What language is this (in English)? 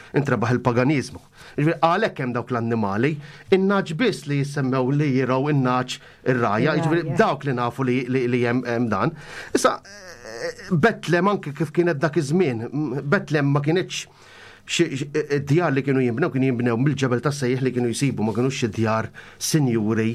Maltese